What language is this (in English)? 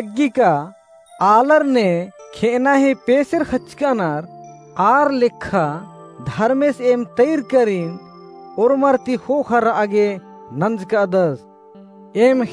Kurukh